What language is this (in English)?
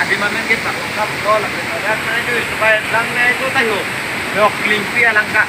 Karbi